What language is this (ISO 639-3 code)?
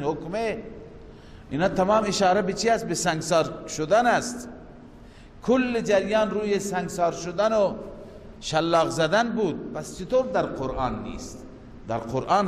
fas